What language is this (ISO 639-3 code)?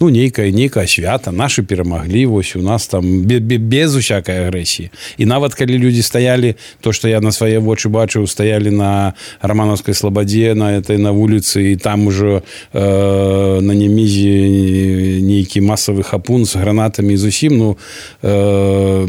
bel